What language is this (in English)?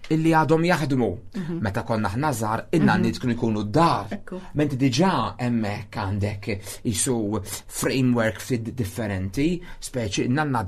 Maltese